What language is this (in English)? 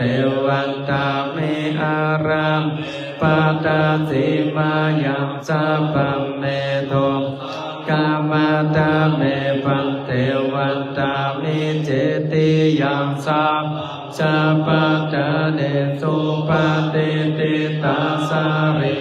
Pali